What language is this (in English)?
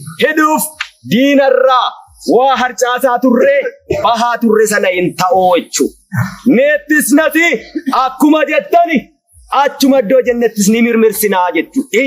Oromo